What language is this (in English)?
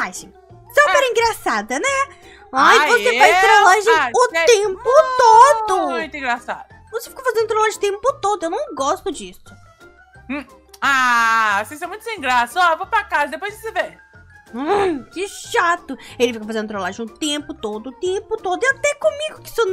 Portuguese